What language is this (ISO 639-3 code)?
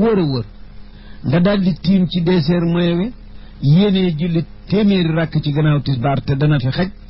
wol